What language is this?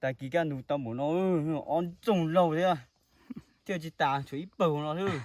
Hmong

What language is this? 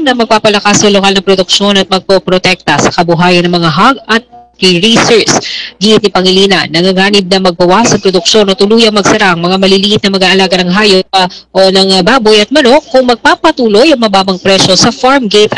Filipino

